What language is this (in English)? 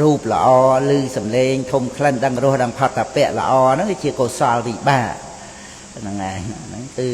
Khmer